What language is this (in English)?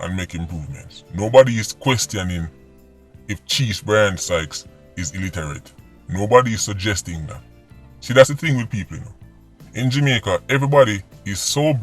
Jamaican Creole English